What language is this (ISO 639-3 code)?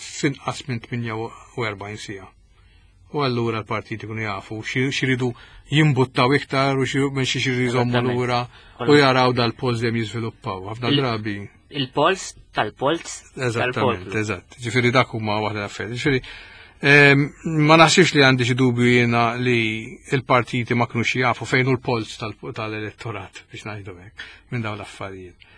mlt